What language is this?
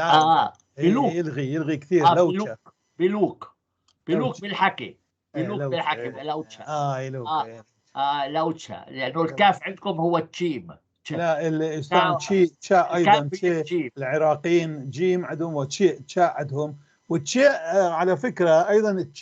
North Levantine Arabic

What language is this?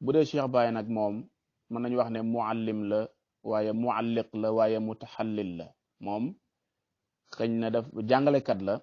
Wolof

